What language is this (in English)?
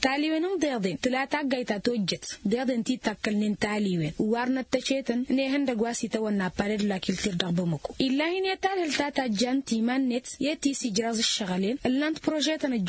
Tamasheq